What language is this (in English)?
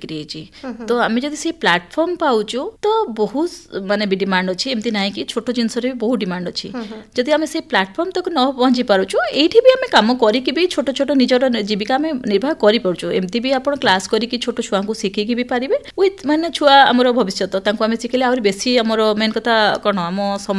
Odia